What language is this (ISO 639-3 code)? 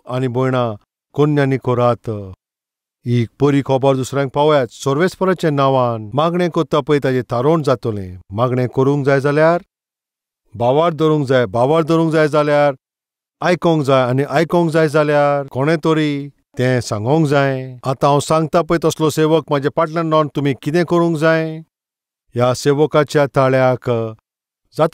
kok